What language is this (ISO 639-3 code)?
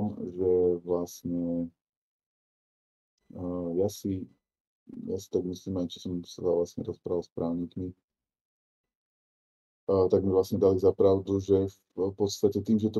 slk